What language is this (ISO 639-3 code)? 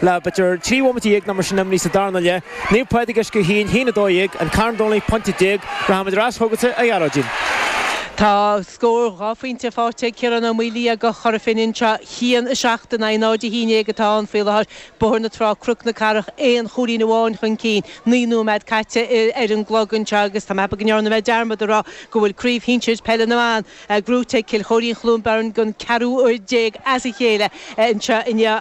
gle